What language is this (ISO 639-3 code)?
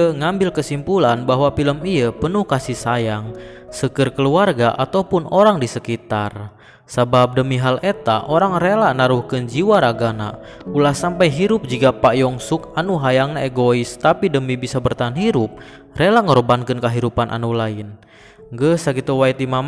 sun